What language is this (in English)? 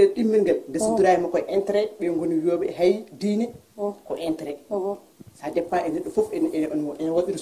Fula